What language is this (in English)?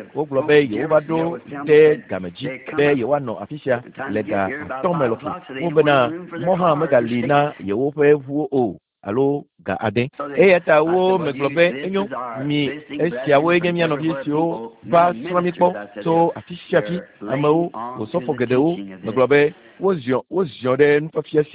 Ewe